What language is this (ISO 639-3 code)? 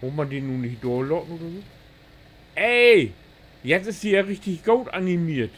nds